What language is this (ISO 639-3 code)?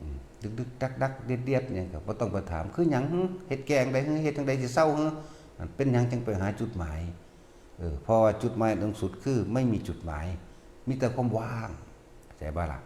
tts